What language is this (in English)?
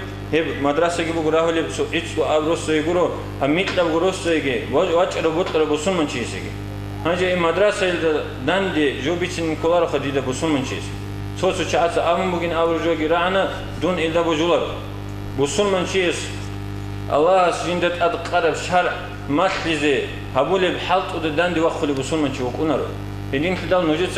Avaric